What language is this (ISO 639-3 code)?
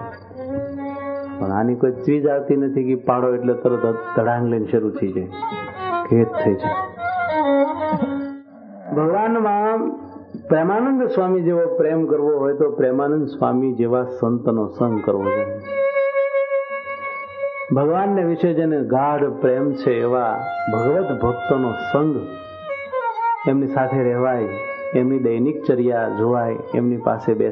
guj